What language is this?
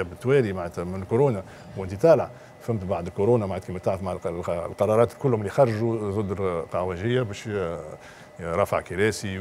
Tunisian Arabic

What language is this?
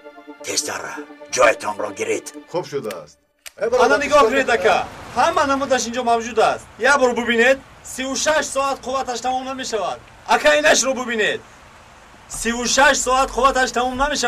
Tajik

